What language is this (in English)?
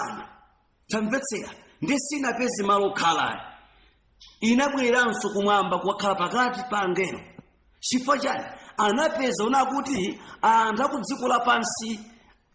Nyanja